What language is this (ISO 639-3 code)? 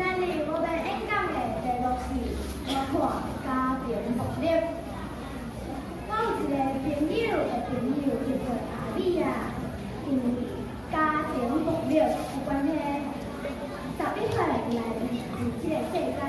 nan